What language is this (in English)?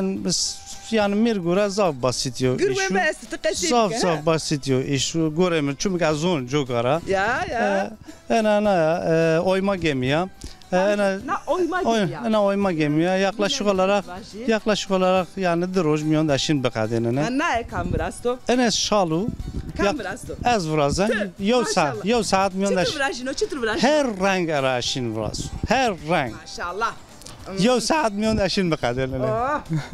Zaza